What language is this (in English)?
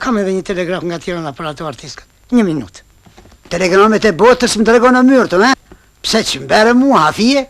Albanian